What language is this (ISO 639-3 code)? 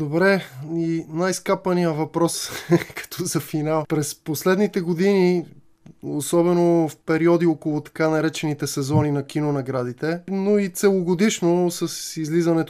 bul